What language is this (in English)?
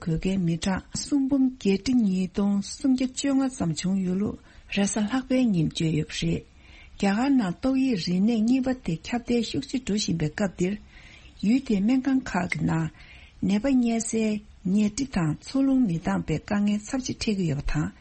Tibetan